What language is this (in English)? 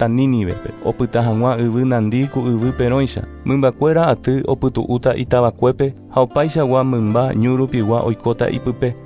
Guarani